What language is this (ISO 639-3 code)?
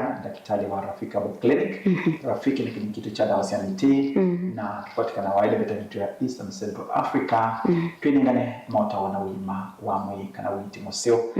kam